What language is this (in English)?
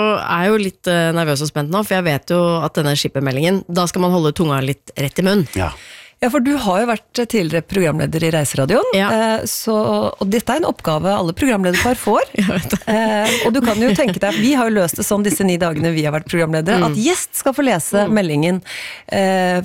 Norwegian